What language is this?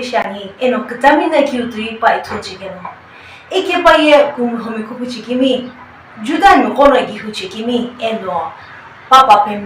Sumi Naga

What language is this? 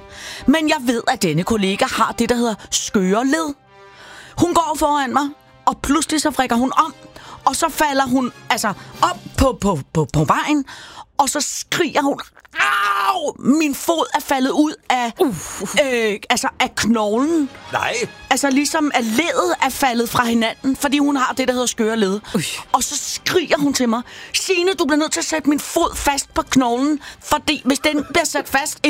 Danish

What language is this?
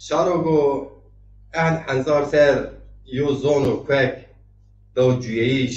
Zaza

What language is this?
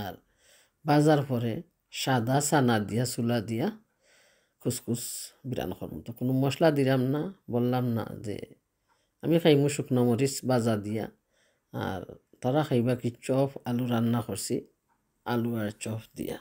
Sylheti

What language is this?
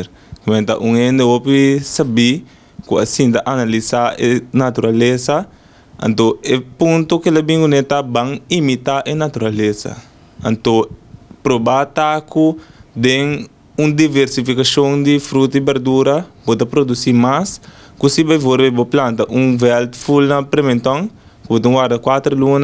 Papiamento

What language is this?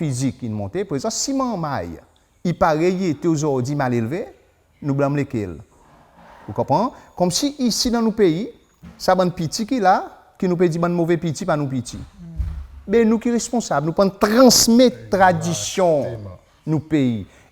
Seselwa Creole French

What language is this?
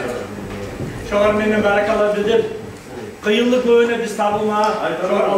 Turkish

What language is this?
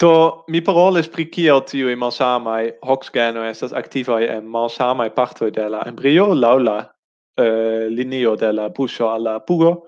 Esperanto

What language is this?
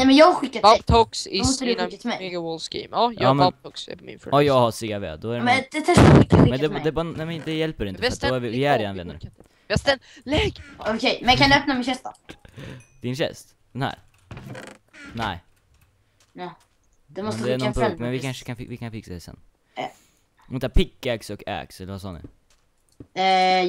Swedish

